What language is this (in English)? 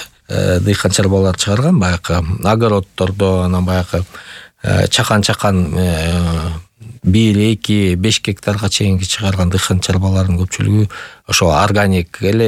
Kyrgyz